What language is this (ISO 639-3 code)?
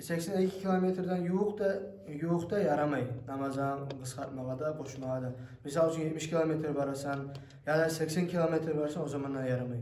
kum